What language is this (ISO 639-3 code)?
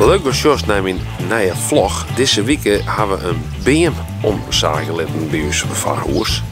fry